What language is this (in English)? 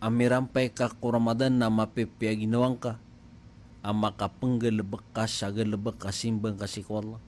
Maranao